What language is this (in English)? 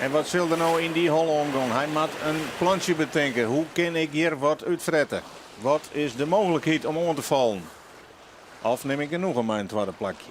Western Frisian